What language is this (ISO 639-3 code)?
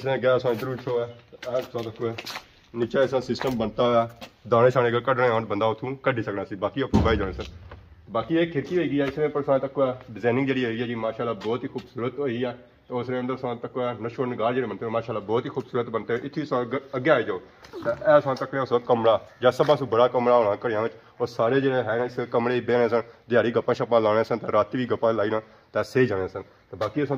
phr